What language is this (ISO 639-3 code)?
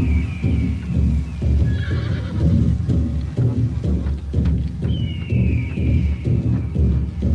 sah